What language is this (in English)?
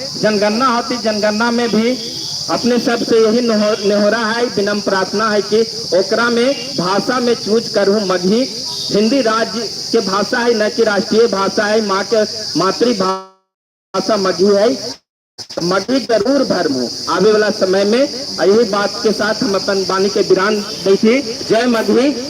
Magahi